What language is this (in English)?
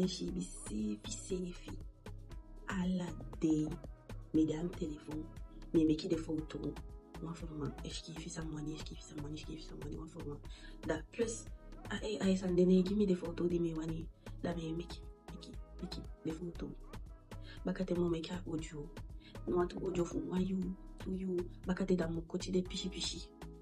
Eastern Maroon Creole